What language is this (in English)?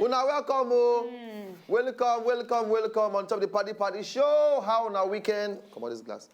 Nigerian Pidgin